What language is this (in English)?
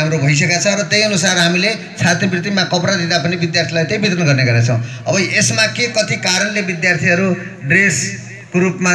Nepali